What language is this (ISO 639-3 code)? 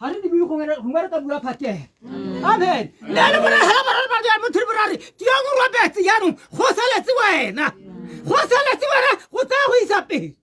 tsn